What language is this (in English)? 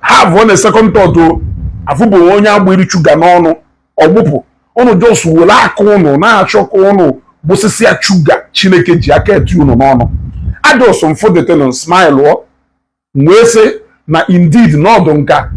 Igbo